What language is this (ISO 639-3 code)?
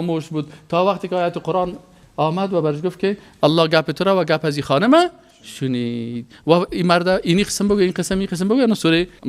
fas